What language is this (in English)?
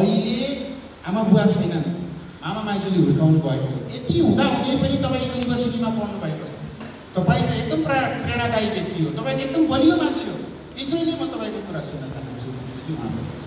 Nepali